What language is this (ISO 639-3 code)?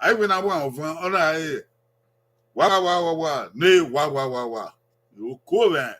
bin